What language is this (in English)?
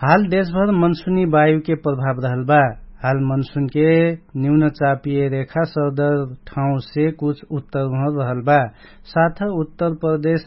Dangaura Tharu